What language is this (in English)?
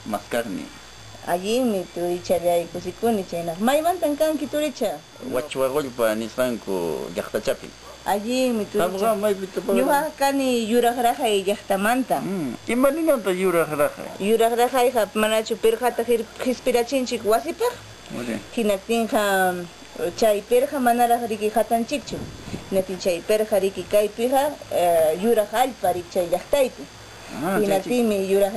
Ayacucho Quechua